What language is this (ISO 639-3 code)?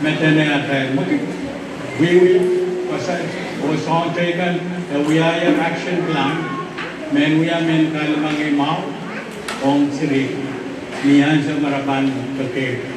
pon